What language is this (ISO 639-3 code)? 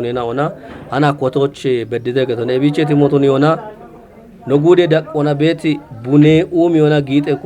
kbr